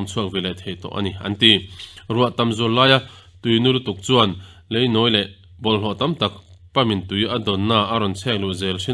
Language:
Mizo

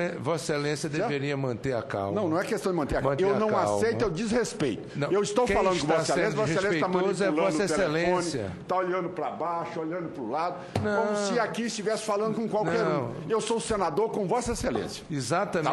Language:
Portuguese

